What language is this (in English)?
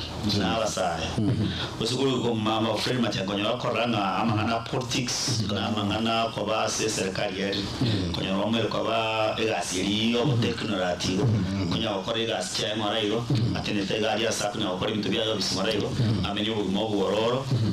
Gusii